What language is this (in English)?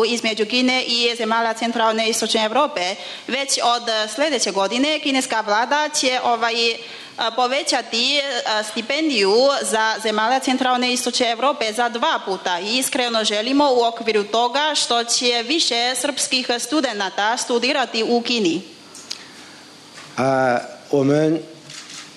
Serbian